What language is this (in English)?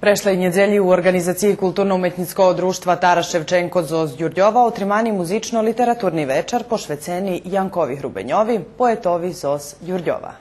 Rusyn